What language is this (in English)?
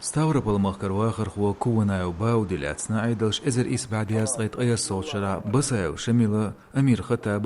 Chechen